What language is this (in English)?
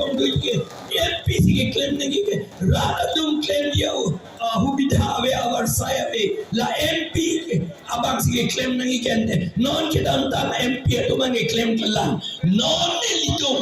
Karbi